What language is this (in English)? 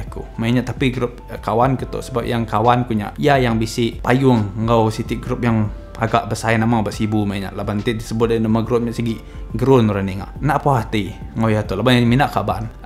Iban